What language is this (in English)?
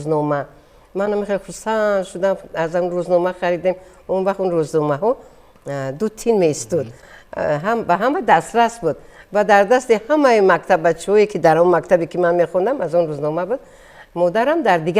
Tajik